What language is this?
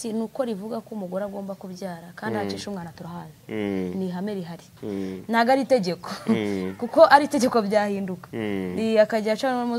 Kinyarwanda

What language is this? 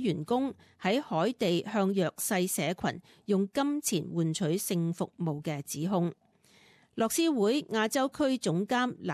Cantonese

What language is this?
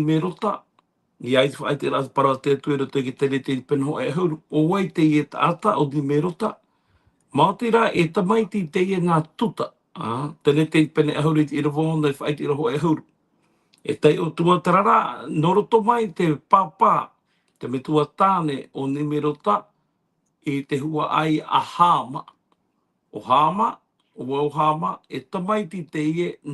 Tahitian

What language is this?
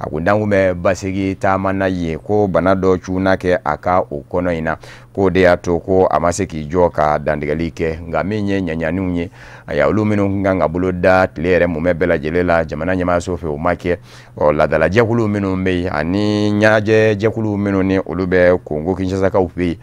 Bambara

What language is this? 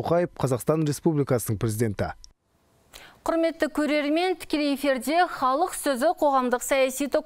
Kazakh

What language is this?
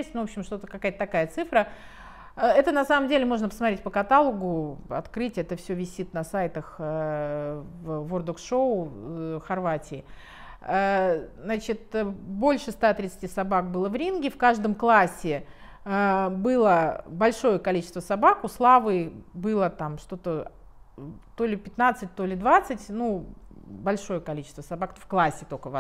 Russian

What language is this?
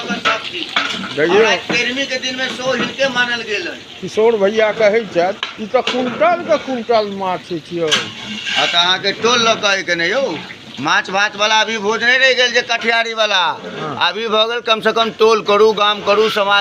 Maithili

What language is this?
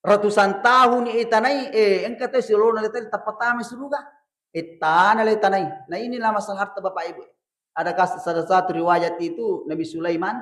Buginese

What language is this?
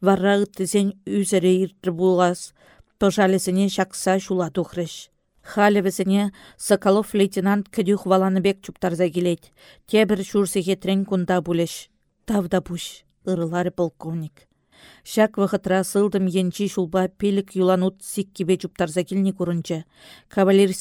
Chuvash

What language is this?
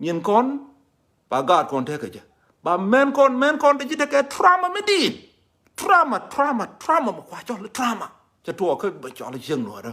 Nuer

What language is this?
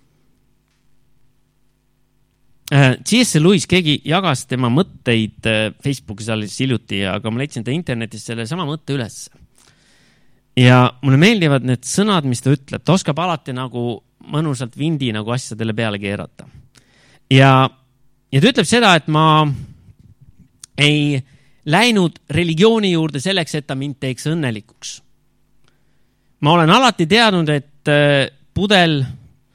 Estonian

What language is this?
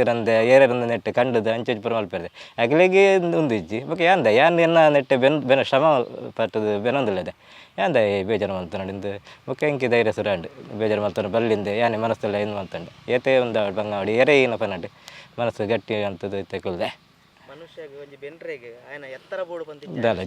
Tulu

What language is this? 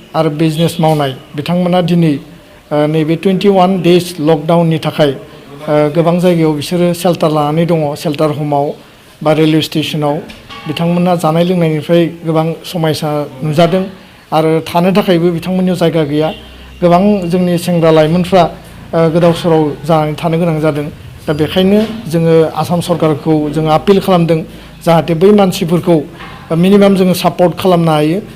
Bodo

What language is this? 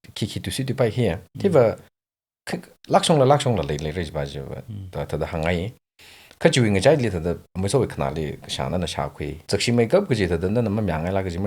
Tangkhul Naga (India)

